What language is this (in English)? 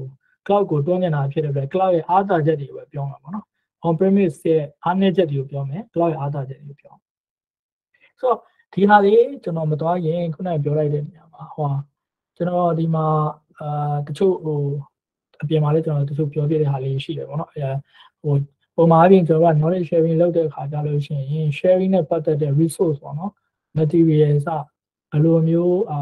Burmese